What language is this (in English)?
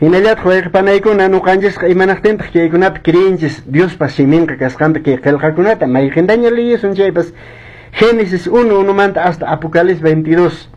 Quechua